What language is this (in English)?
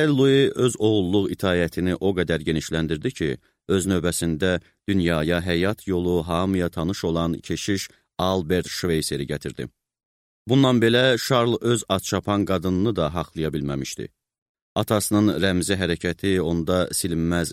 Azerbaijani